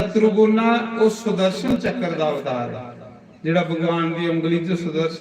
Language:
Dogri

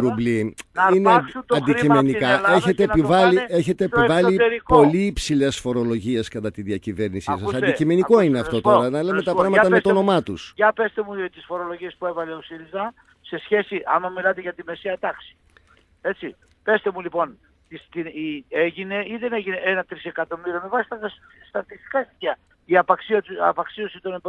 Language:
Greek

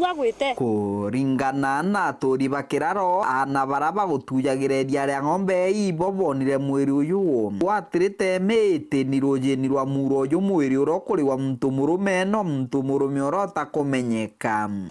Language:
Meru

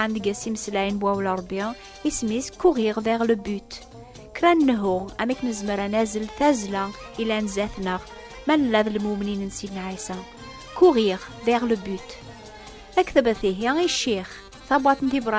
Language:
Kabyle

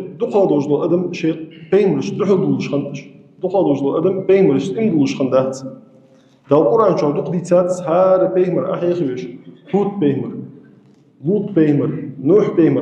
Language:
Ingush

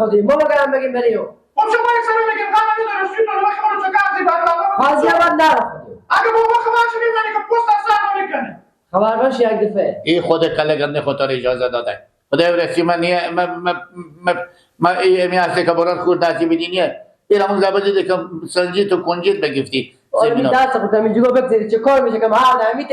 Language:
Persian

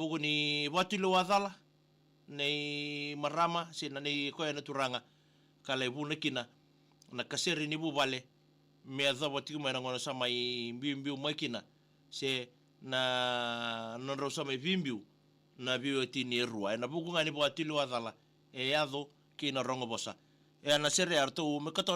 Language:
Fijian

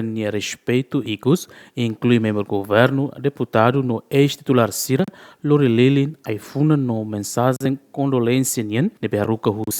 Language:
Tetum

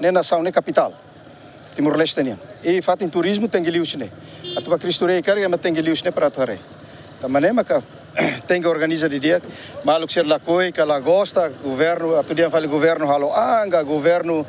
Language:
Tetum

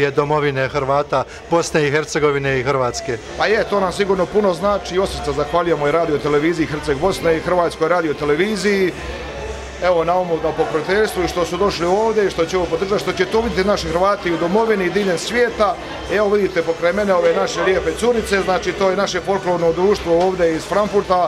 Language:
Croatian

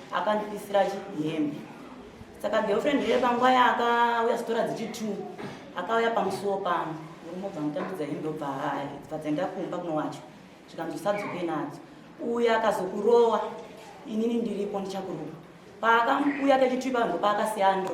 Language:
Shona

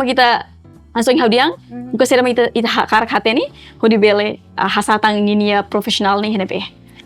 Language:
Tetum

